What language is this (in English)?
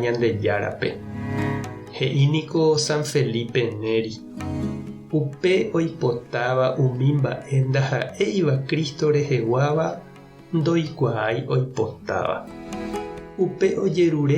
Guarani